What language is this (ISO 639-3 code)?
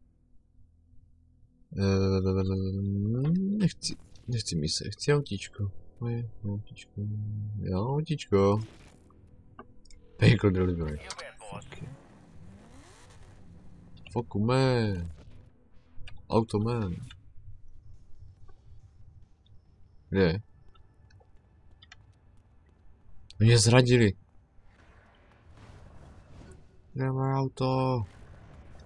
ces